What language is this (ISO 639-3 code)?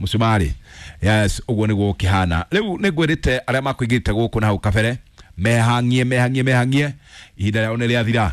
kik